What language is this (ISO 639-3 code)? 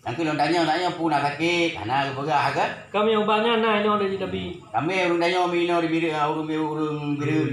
ace